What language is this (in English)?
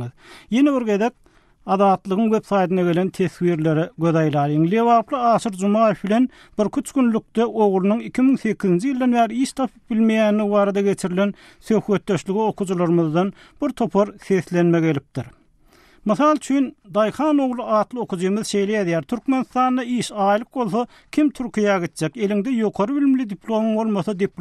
Turkmen